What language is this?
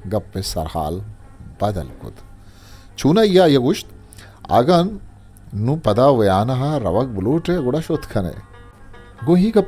Eastern Balochi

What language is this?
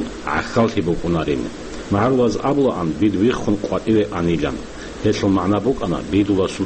Avaric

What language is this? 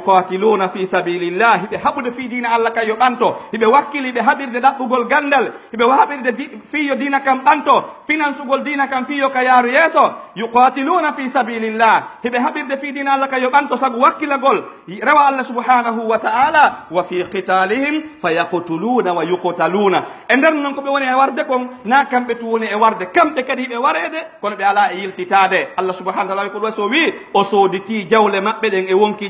Pular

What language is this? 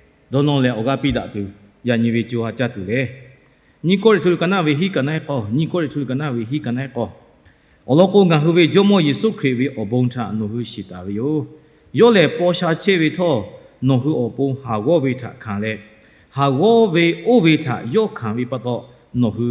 Lahu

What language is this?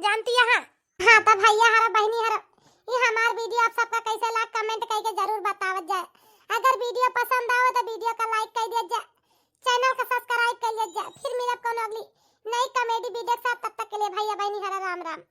Awadhi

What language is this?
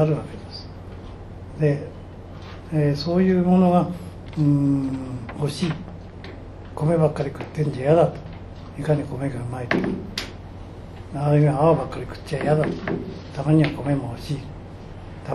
Japanese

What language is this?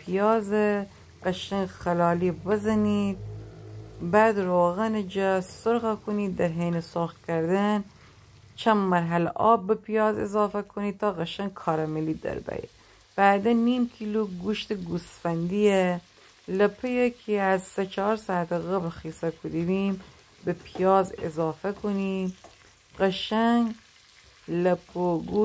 Gilaki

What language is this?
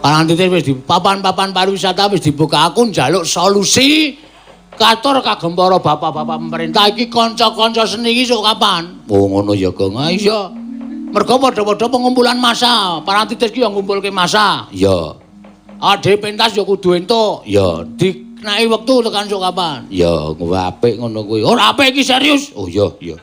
Javanese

